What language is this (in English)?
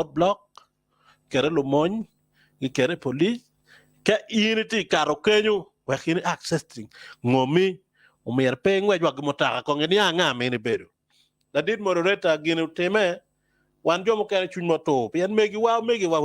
Acoli